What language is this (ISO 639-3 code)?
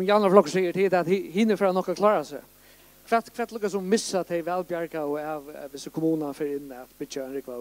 fao